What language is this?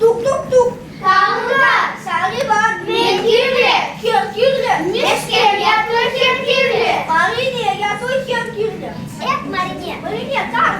Chuvash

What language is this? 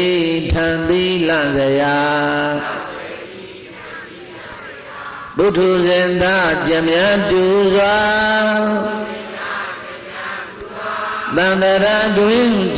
Burmese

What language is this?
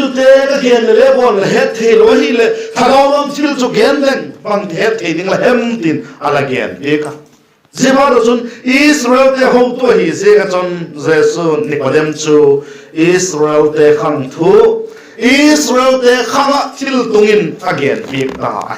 Vaiphei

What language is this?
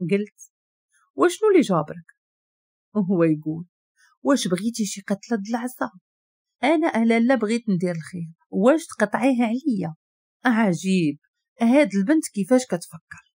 Moroccan Arabic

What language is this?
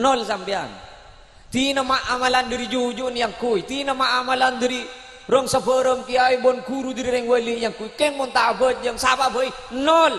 Madurese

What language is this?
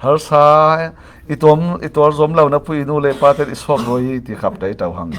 Falam Chin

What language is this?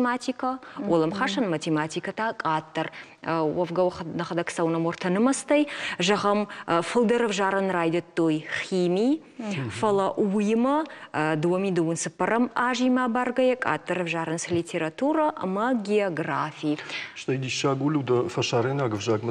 Ossetic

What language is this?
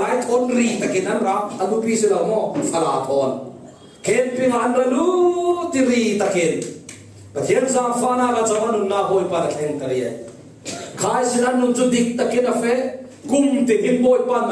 Falam Chin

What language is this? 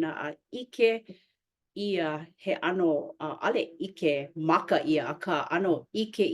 Hawaiian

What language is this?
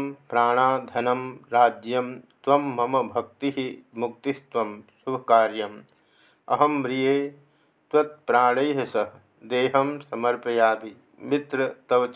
Sanskrit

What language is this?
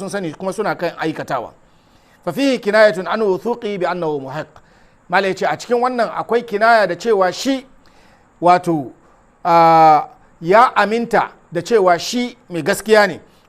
Hausa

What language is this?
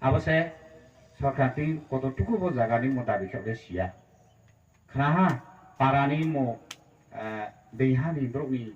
Riang (India)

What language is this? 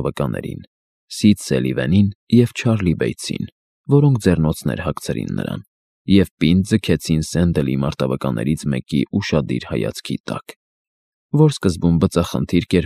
Armenian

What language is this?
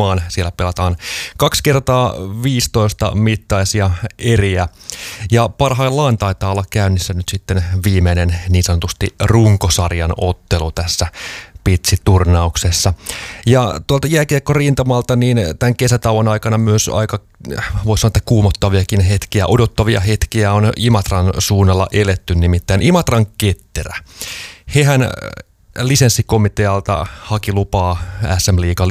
Finnish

